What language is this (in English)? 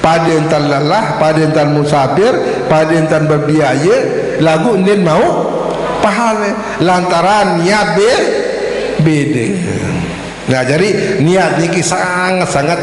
Sasak